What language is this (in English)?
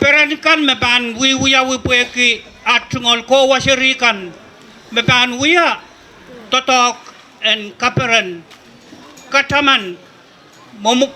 Pohnpeian